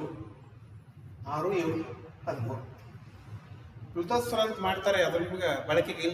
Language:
Kannada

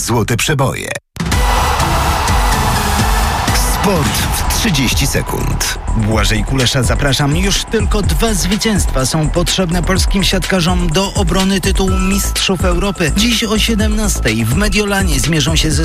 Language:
Polish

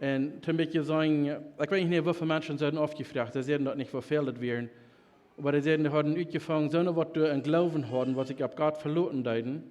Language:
Plautdietsch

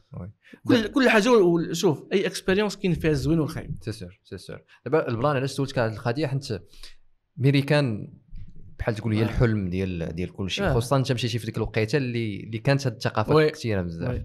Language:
Moroccan Arabic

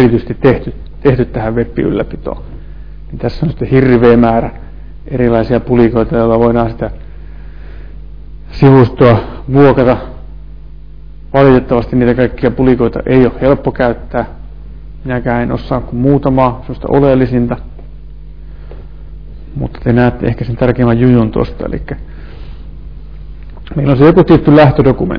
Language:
Finnish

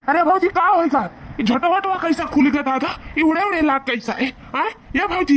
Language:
Awadhi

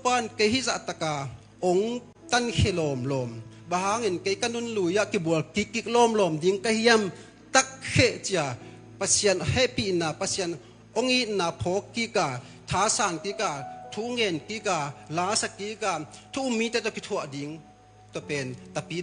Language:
Tedim Chin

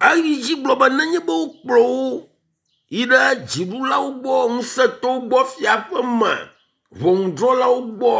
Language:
Ewe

